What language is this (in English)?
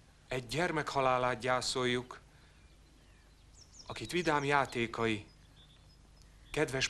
Hungarian